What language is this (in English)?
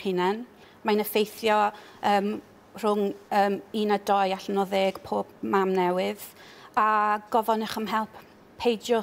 Welsh